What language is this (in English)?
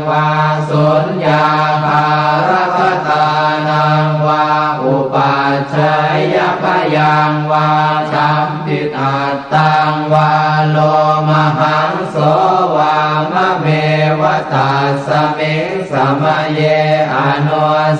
Pali